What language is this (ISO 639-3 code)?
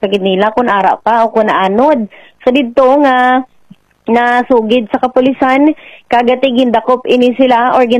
hil